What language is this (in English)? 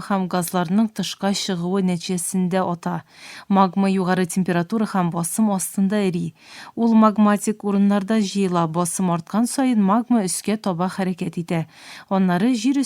Tatar